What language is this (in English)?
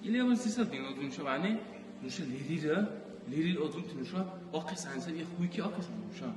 Dargwa